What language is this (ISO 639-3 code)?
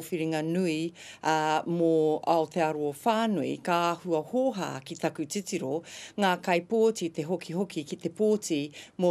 mri